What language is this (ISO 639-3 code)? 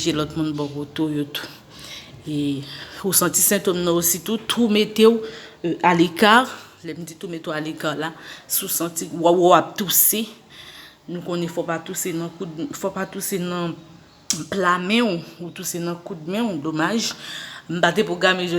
hat